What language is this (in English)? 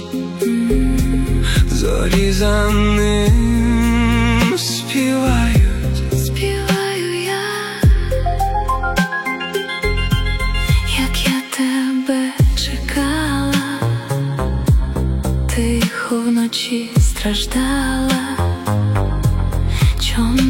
Ukrainian